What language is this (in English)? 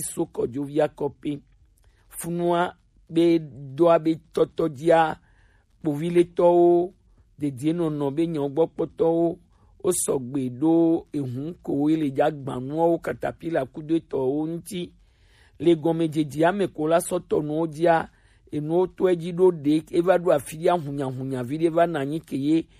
Gen